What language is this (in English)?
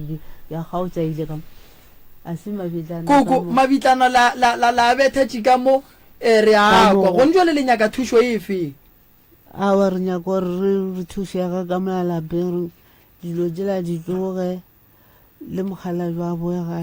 Northern Sotho